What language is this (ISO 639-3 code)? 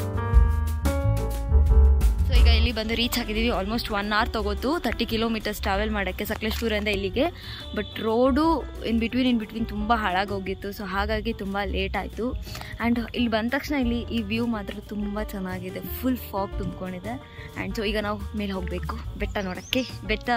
kan